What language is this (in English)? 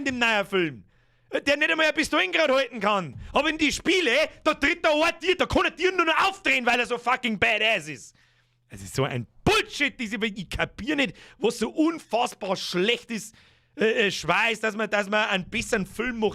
Bavarian